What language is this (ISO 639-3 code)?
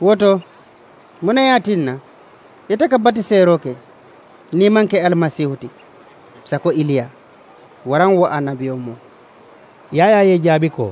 man